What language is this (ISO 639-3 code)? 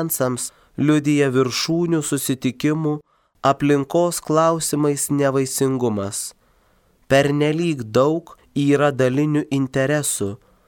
lit